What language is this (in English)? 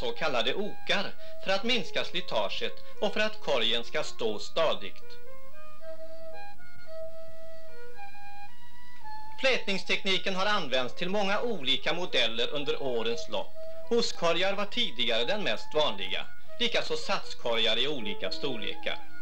Swedish